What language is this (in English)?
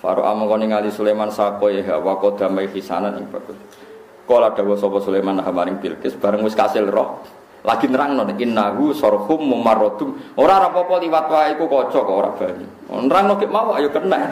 Javanese